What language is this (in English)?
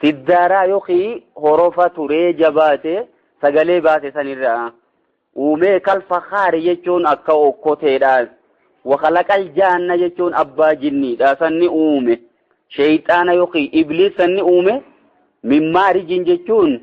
Oromo